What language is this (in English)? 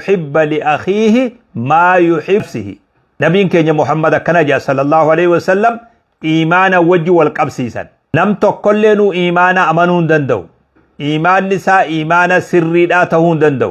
Oromo